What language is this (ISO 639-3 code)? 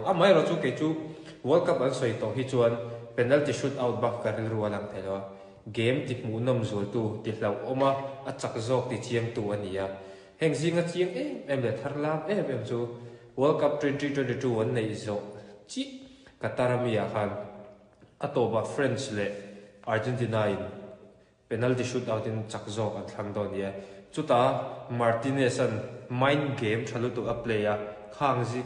lus